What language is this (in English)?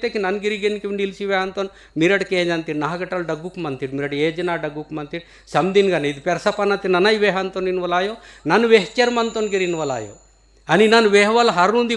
Gondi